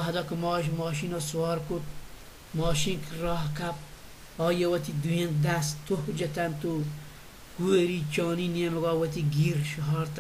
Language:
Baluchi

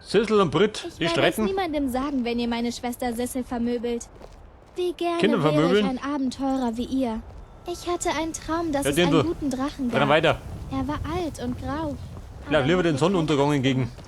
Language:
Bavarian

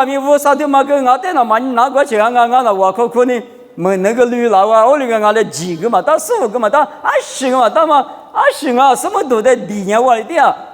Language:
Lisu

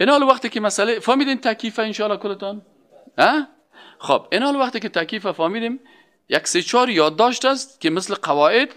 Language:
Persian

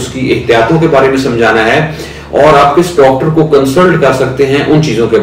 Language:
Hindi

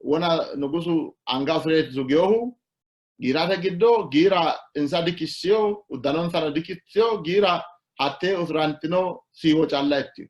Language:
Sidamo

